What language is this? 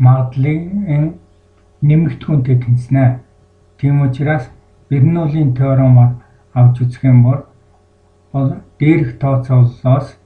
Mongolian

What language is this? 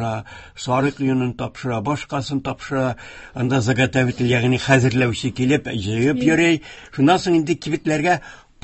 Tatar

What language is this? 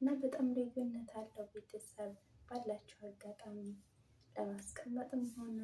Amharic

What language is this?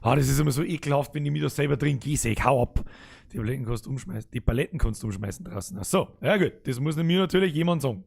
Bavarian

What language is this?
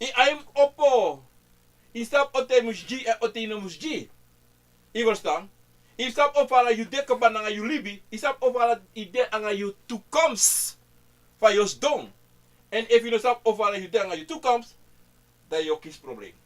Sranan Tongo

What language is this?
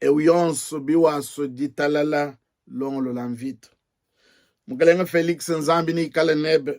Luba-Lulua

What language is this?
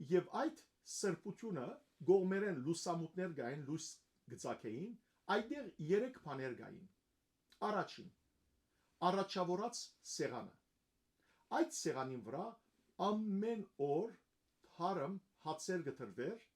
Western Armenian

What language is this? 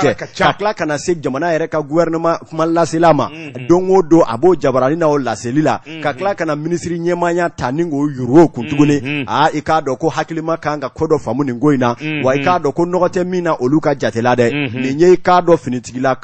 Bambara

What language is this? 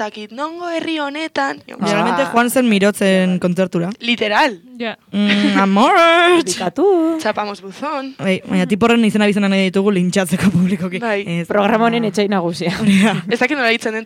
Basque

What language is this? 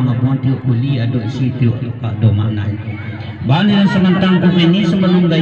Minangkabau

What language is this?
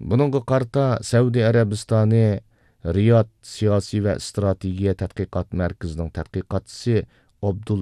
Uyghur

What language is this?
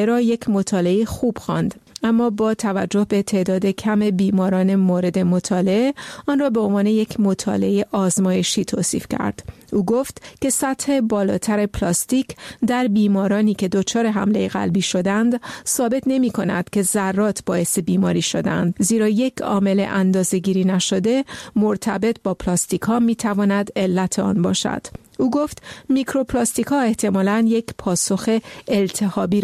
Persian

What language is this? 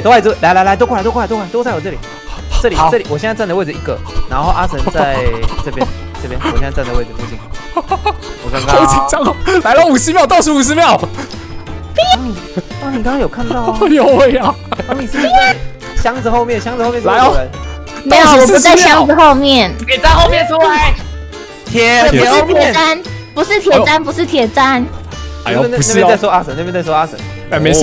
Chinese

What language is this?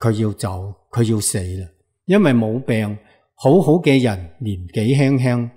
Cantonese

